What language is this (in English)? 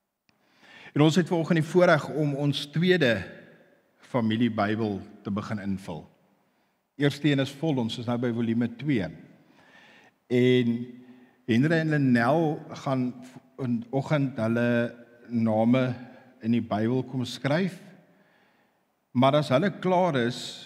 Afrikaans